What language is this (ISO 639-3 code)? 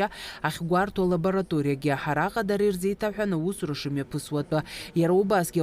abk